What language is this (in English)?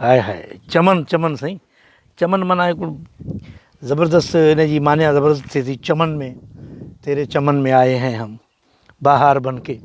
Sindhi